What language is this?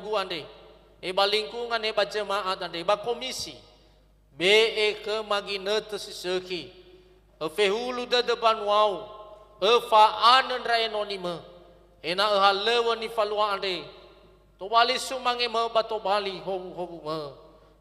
Nias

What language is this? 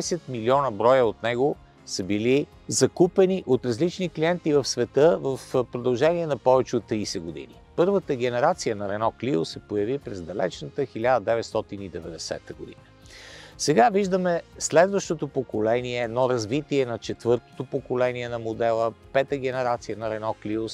Bulgarian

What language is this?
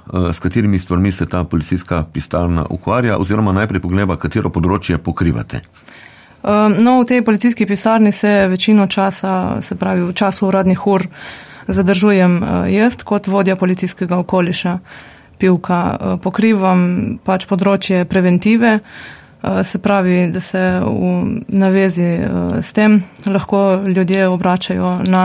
Slovenian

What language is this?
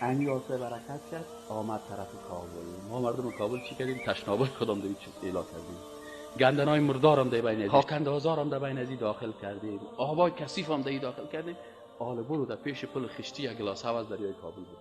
Persian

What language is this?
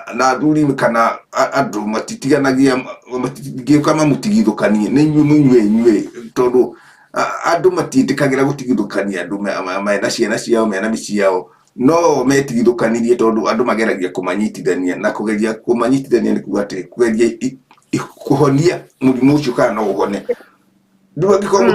Kikuyu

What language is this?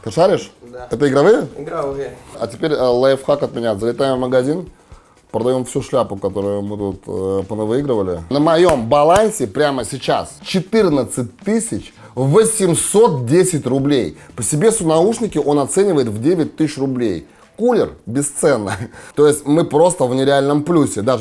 Russian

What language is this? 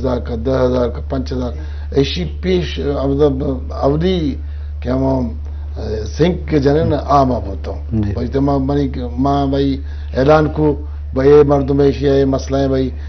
Eastern Balochi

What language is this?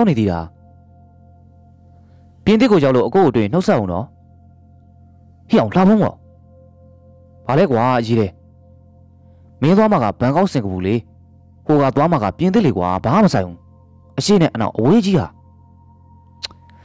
Burmese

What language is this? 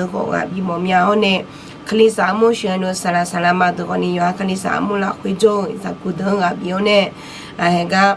Akha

